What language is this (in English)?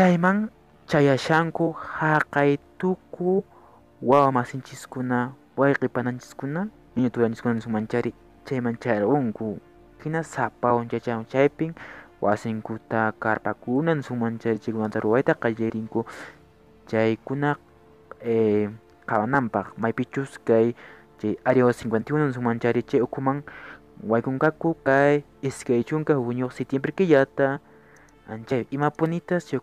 Quechua